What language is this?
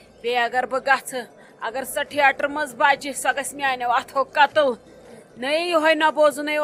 Kashmiri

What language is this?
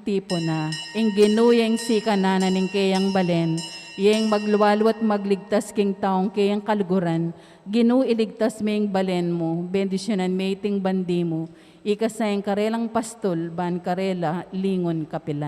Pampanga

